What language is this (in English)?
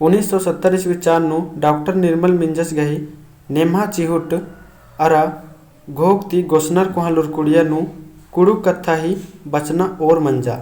Kurukh